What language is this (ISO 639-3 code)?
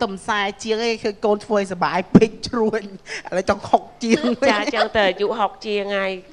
khm